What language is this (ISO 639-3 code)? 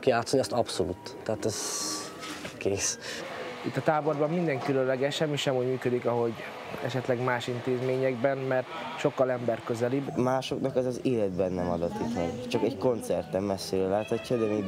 hun